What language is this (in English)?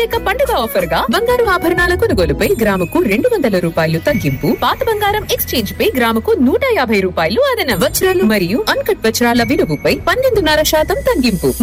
Telugu